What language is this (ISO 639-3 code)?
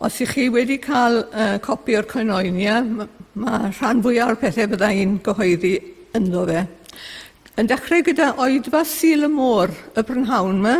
cym